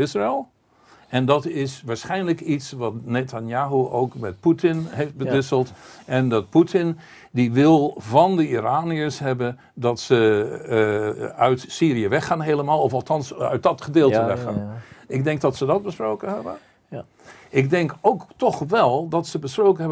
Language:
Dutch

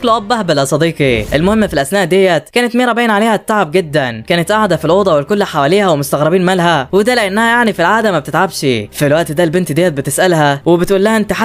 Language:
Egyptian Arabic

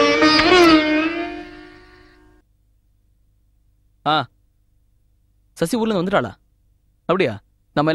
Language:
Tamil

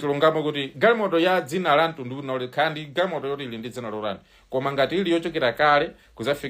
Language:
Nyanja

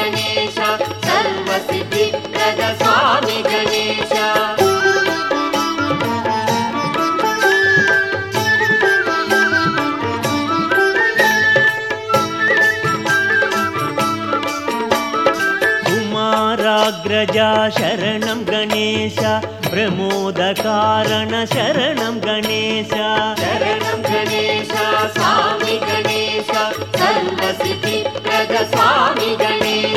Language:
Telugu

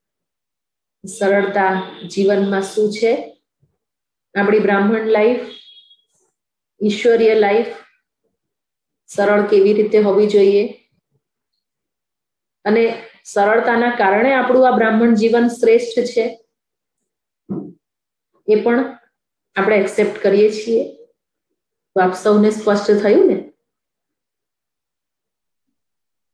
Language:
Gujarati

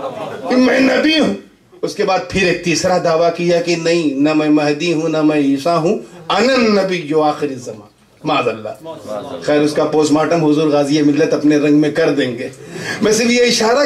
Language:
Urdu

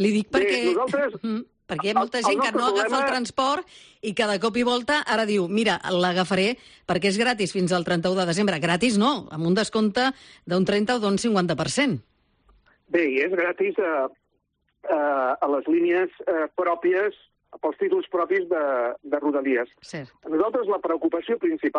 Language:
Catalan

